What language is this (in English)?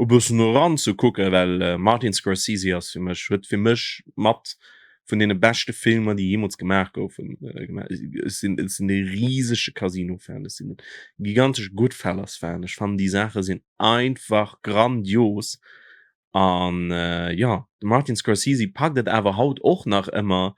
Luxembourgish